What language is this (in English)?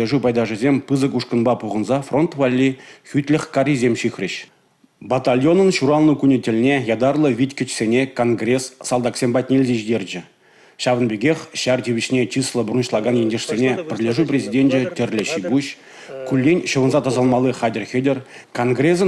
Chuvash